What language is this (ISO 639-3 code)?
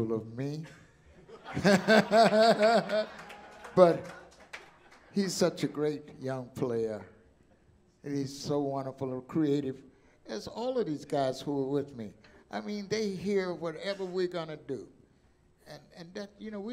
eng